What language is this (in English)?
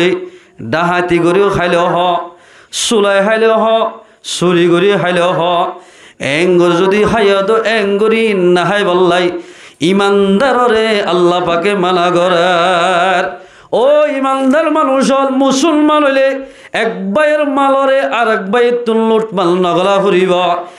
Rohingya